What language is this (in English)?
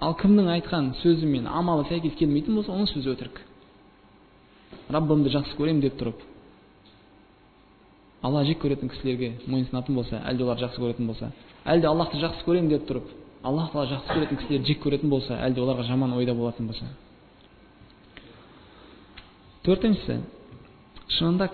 Kazakh